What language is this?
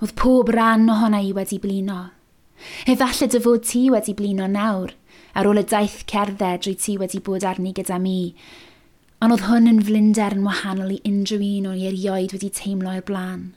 Welsh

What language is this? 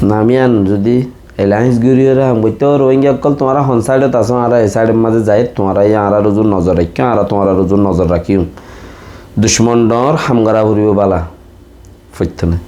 Rohingya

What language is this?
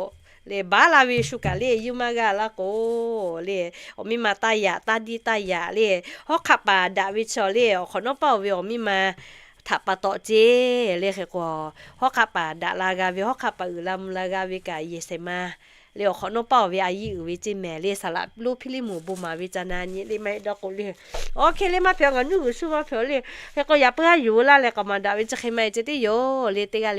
Lahu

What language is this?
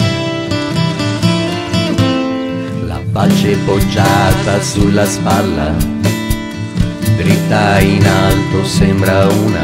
Italian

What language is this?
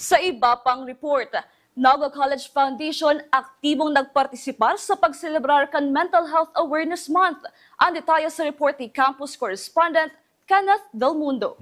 Bikol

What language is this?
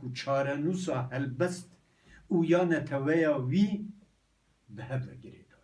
Kurdish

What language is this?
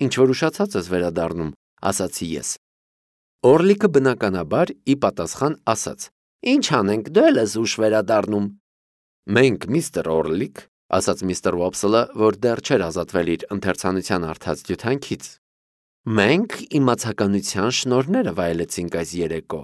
Armenian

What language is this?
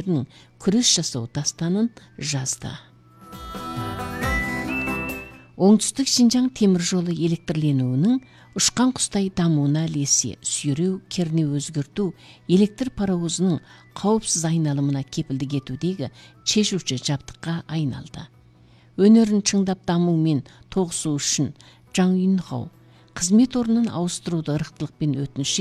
Kazakh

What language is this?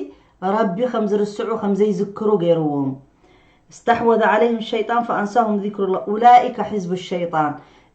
Tigrinya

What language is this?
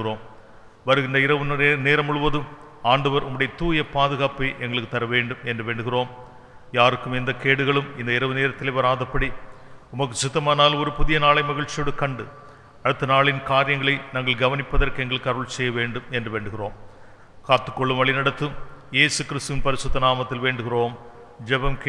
Tamil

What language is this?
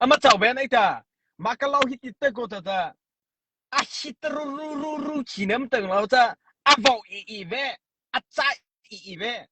Mara Chin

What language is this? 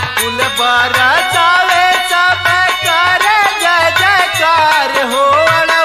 Bhojpuri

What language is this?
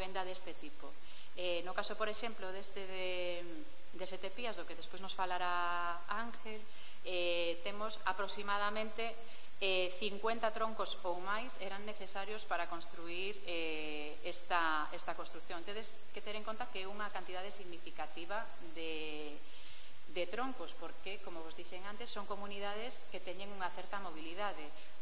Galician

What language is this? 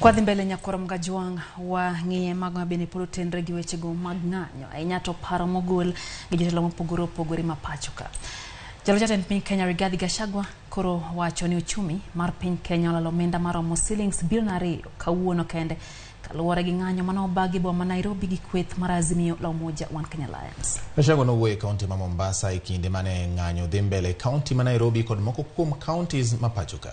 Luo (Kenya and Tanzania)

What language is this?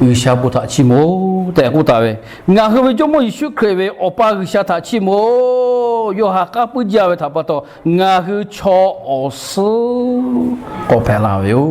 Lahu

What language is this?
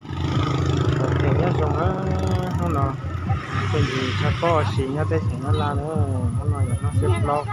Hmong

